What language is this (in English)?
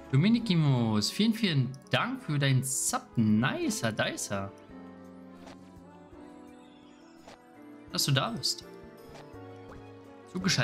German